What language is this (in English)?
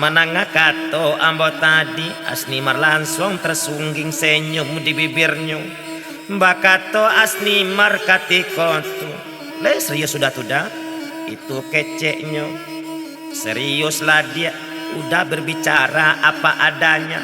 Minangkabau